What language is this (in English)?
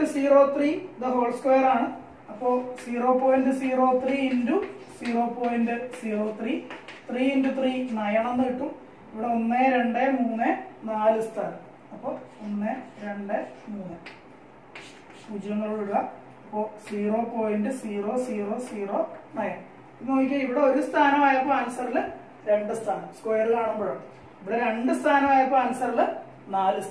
Malayalam